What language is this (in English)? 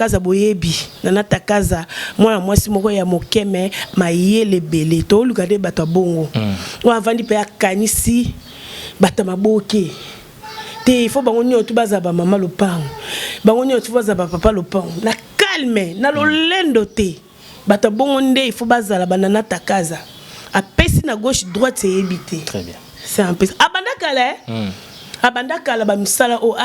Lingala